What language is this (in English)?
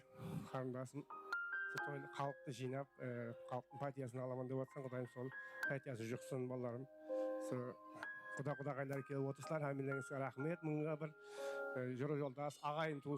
Kara-Kalpak